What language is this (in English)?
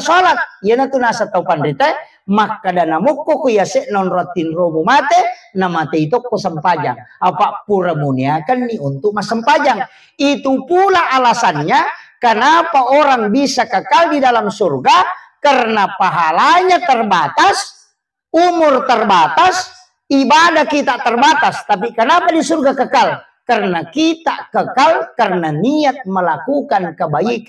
Buginese